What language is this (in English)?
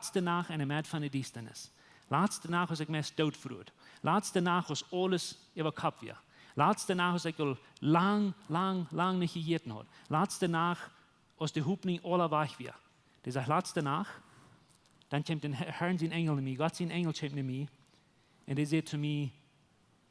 Plautdietsch